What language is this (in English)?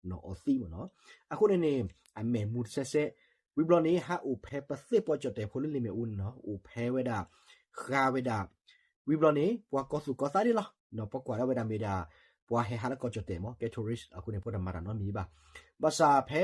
S'gaw Karen